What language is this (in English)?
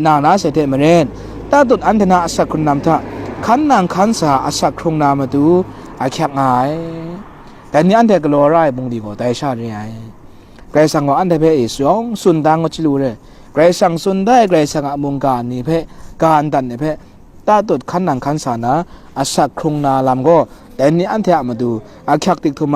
Kachin